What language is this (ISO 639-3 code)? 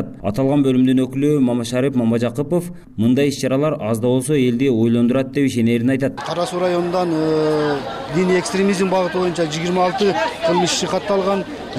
kir